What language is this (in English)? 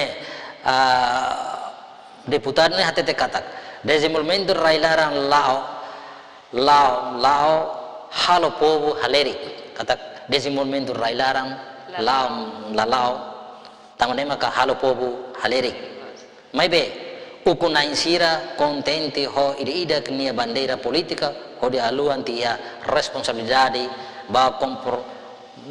Tetum